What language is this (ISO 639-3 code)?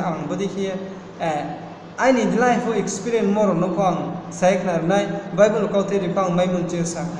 ria